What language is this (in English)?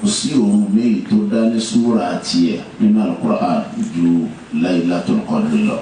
Yoruba